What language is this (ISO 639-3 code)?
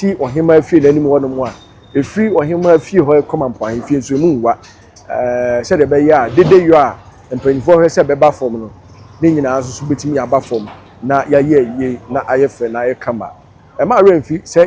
aka